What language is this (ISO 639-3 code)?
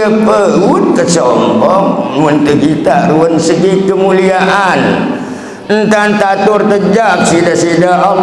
sas